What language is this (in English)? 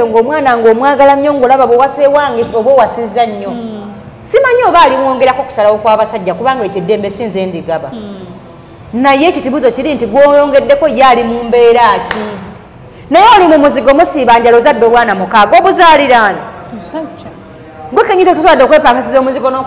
Ganda